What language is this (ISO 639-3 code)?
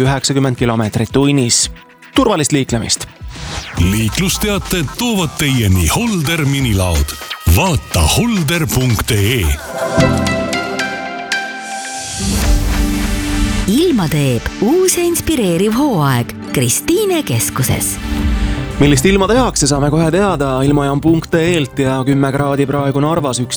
est